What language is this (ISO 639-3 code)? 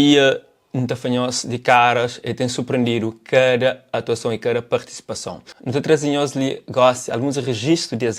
kea